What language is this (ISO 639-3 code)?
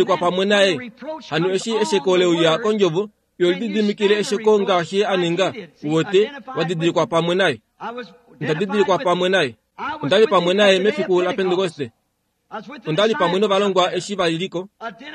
kua